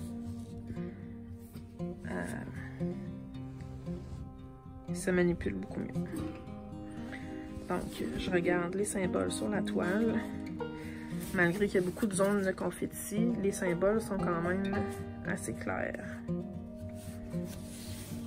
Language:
French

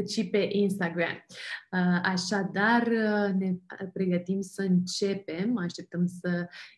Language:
Romanian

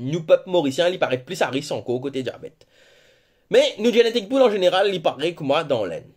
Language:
Morisyen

